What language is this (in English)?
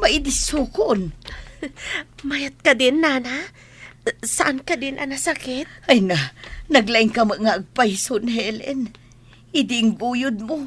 Iloko